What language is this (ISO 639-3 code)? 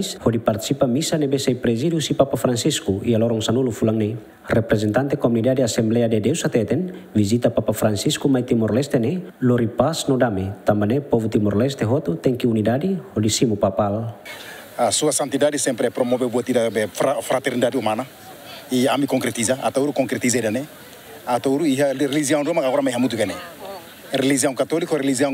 tet